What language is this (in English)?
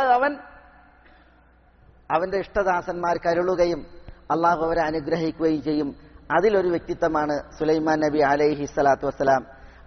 Malayalam